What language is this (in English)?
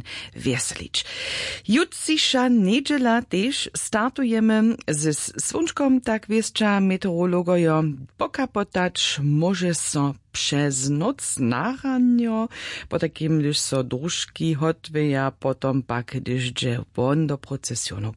Upper Sorbian